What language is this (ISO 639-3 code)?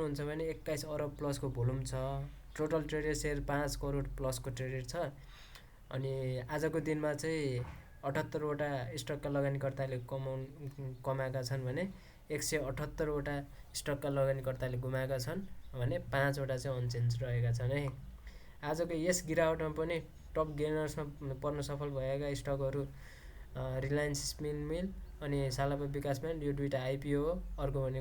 nep